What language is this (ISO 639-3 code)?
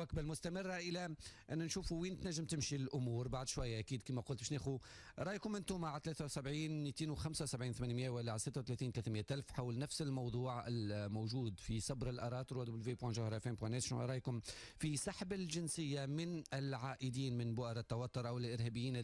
aeb